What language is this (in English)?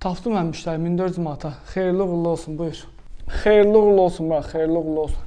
Azerbaijani